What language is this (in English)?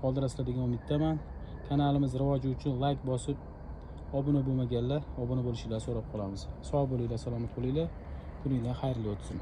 Uzbek